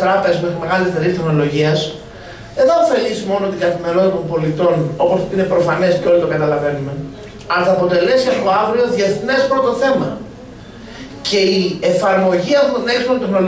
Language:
Greek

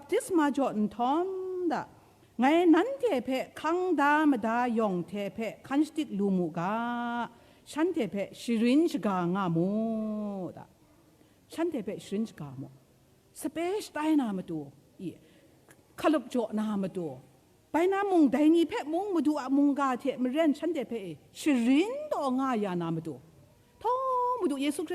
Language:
Kachin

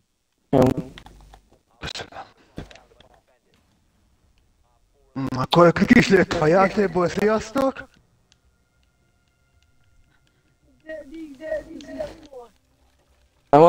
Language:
Hungarian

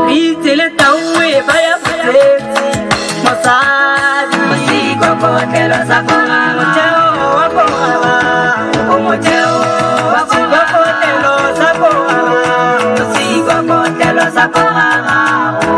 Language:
Tswana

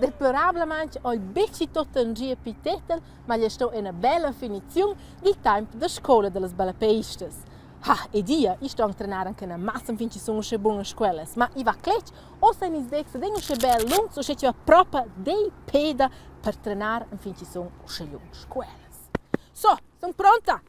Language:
Romansh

